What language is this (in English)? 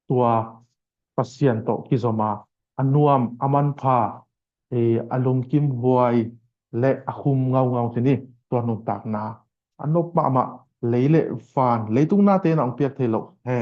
Tedim Chin